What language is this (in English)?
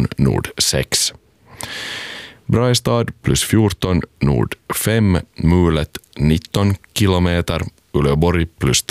Swedish